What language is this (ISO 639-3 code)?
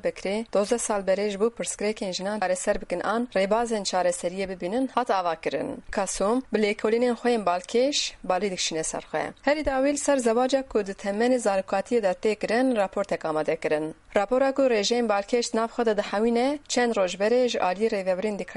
kur